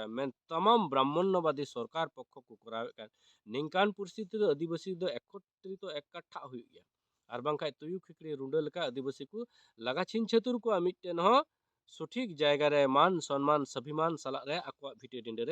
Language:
Santali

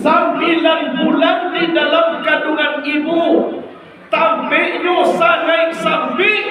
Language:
Minangkabau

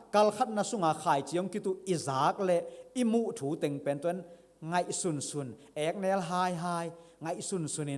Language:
Tedim Chin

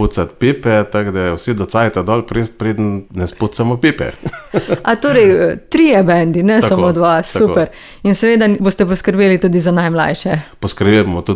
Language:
Slovenian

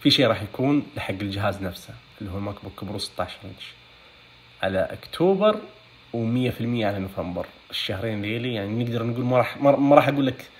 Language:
Najdi Arabic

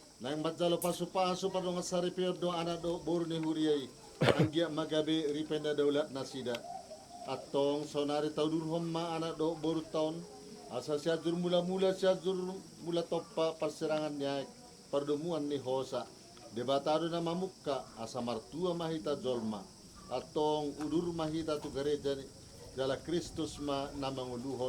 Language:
Batak Toba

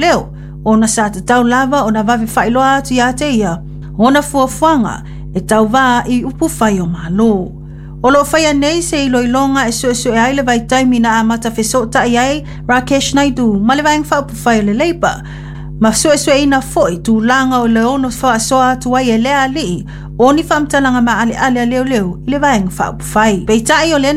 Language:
Samoan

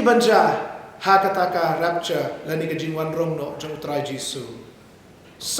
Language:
Khasi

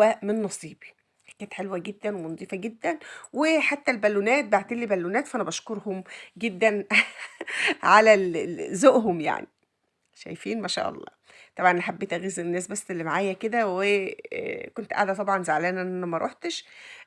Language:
Egyptian Arabic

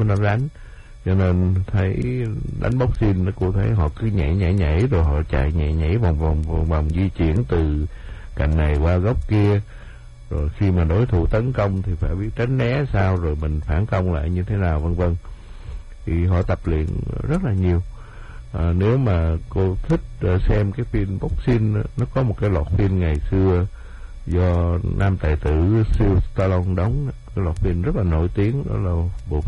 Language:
Vietnamese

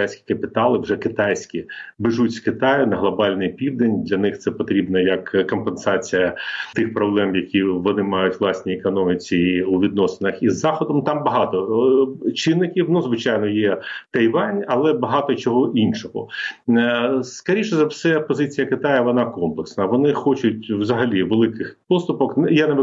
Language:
Ukrainian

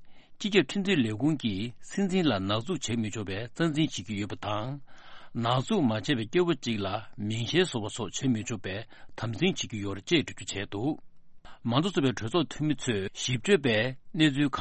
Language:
Tibetan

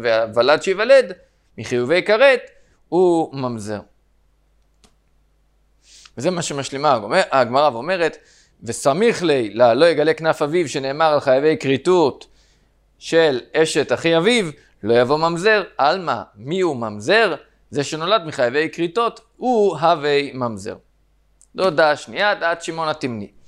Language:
Hebrew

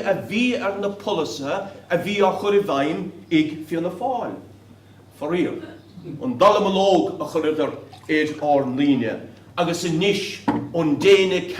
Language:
Irish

